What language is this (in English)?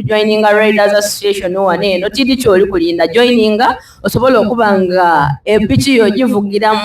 Soga